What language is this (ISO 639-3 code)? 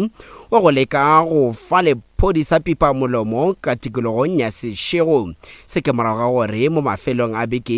nso